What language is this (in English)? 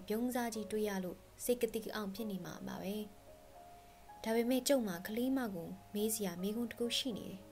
Burmese